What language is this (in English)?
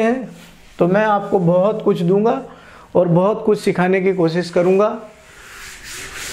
Hindi